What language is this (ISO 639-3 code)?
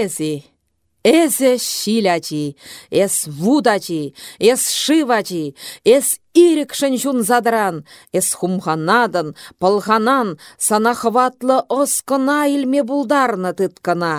chv